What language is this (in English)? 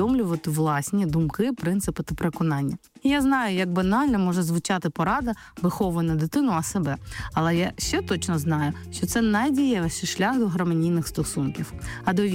Ukrainian